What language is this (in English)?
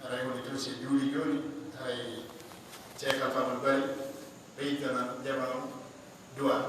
Pular